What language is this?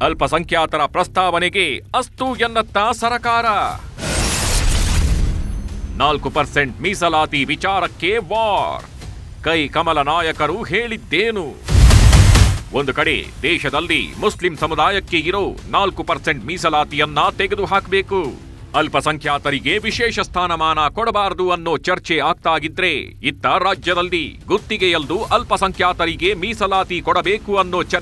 Kannada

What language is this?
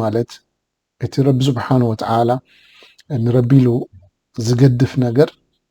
Tigrinya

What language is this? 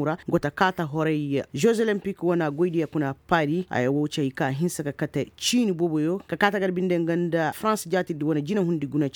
Koyraboro Senni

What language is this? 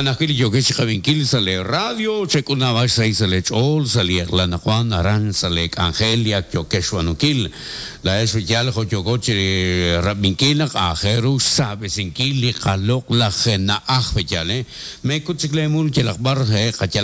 Kekchí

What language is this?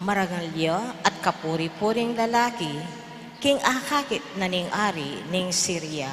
Pampanga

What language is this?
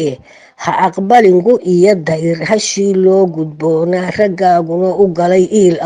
Somali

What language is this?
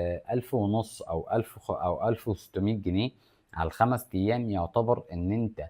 Egyptian Arabic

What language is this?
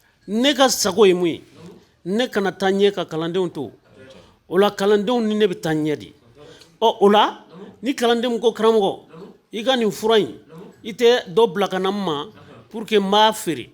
Bambara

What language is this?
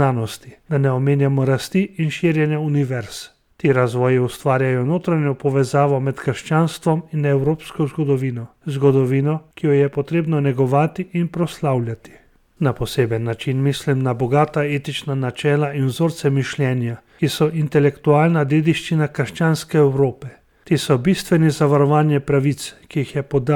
Slovenian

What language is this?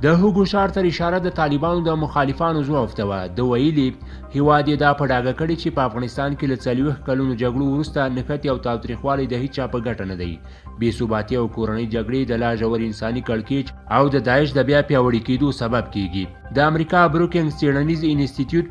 Pashto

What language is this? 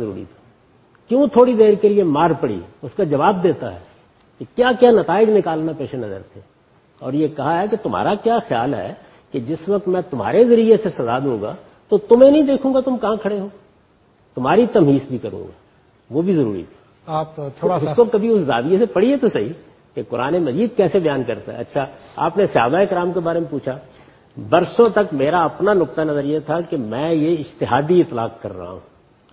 Urdu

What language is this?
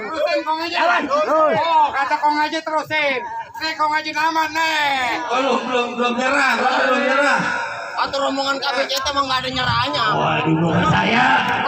Betawi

